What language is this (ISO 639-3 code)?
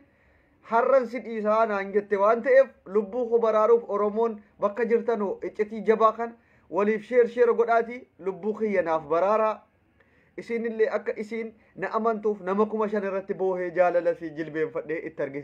orm